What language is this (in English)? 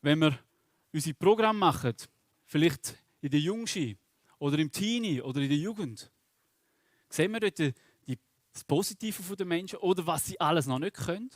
Swiss German